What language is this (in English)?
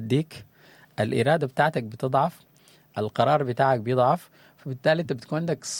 Sudanese Arabic